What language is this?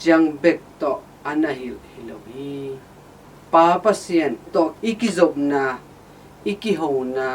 Tedim Chin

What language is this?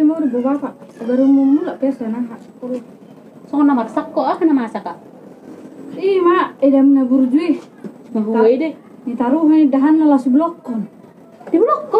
Batak Toba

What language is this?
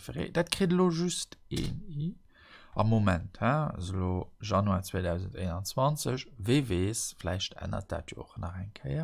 Luxembourgish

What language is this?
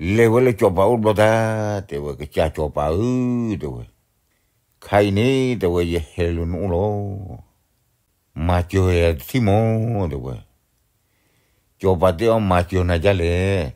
S'gaw Karen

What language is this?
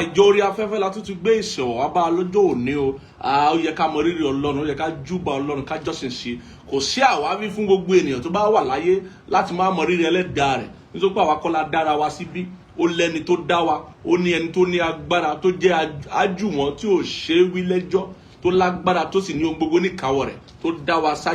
Yoruba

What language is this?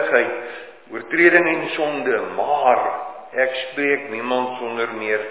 Afrikaans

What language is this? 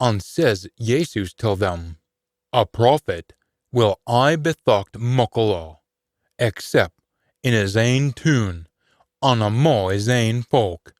Scots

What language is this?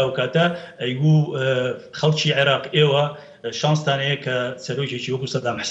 Central Kurdish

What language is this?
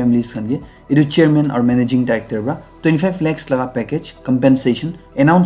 Naga Pidgin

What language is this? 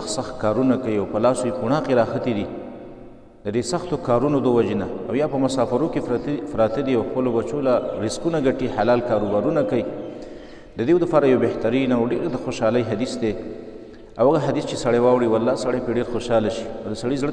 Pashto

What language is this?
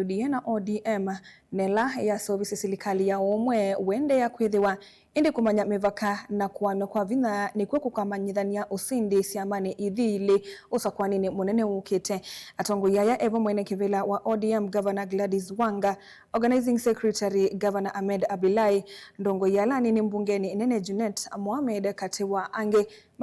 Kamba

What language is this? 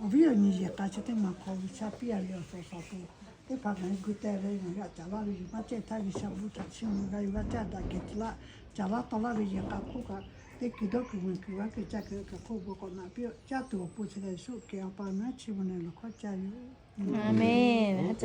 Lahu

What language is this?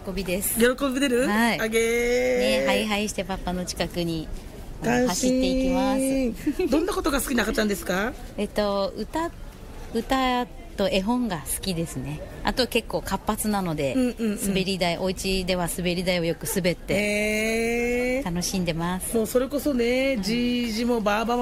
Japanese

